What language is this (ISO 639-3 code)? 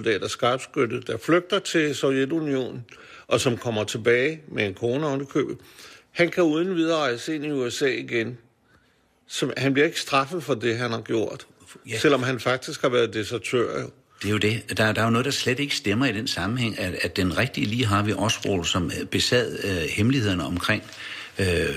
dan